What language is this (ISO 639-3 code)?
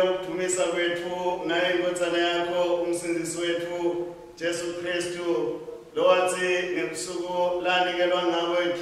ssw